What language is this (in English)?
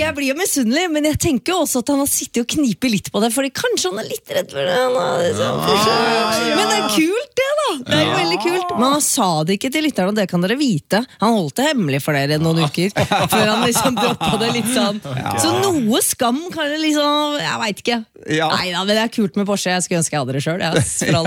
Norwegian